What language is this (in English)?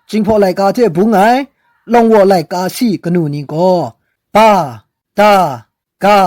Kachin